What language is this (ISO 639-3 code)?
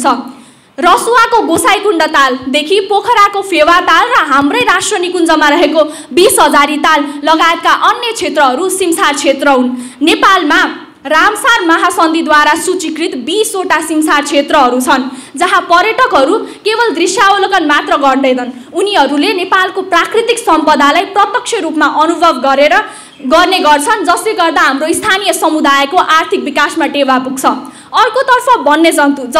nep